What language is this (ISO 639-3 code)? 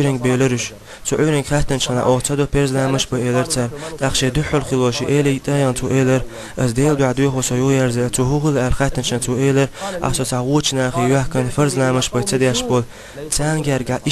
che